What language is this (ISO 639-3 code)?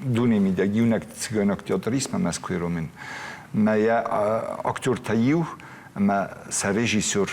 oss